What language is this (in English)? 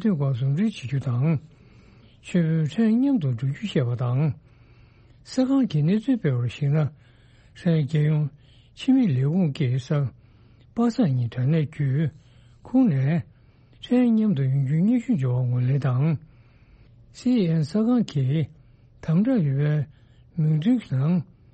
Tibetan